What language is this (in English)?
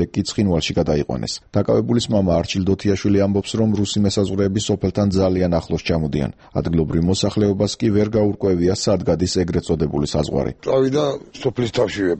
Georgian